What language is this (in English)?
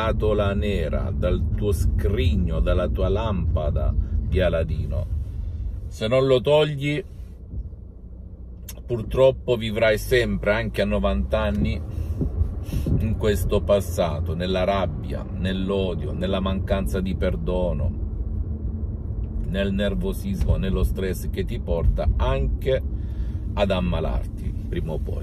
Italian